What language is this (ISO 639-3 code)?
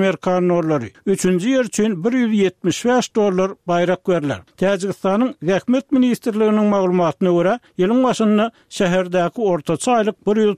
tuk